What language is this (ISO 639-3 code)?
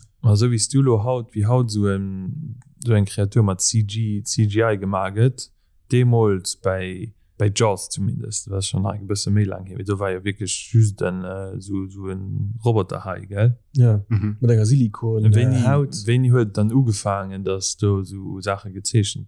ltz